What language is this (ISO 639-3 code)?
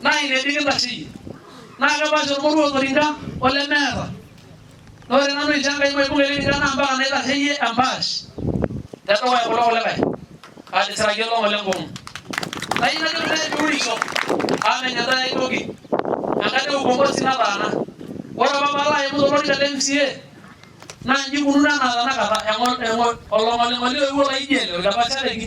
mas